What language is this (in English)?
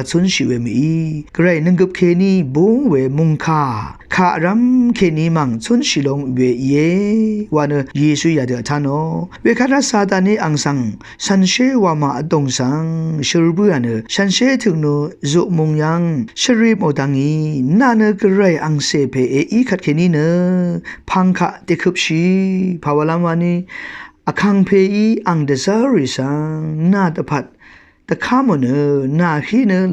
Rawang